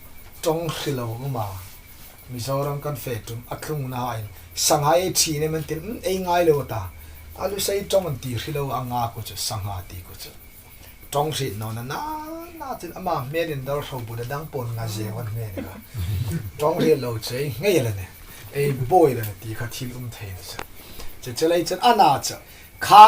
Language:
Hmar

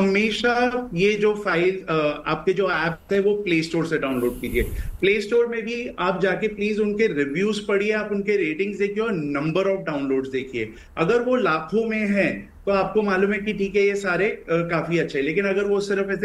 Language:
Hindi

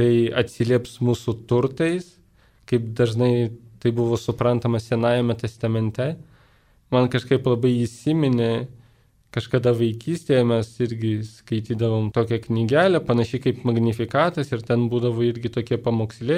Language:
Lithuanian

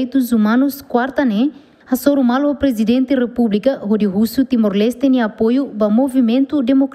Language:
Tetum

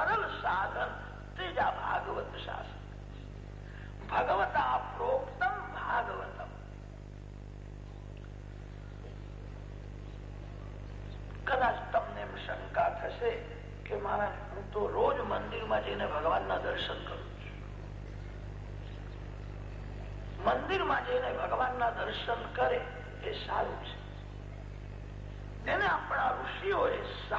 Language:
Gujarati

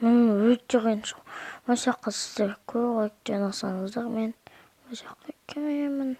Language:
Kazakh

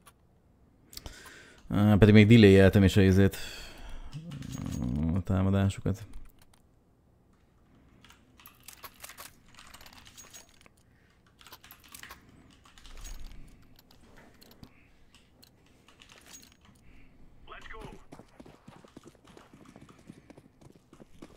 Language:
Hungarian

